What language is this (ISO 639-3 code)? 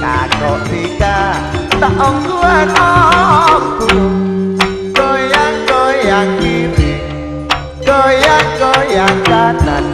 mad